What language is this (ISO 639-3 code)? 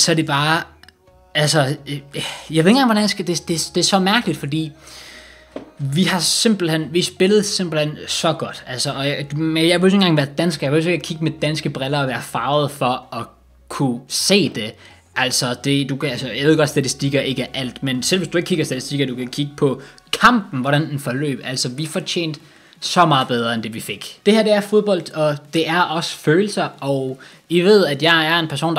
dan